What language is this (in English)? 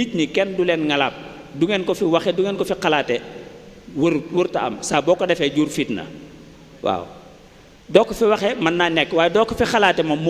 Wolof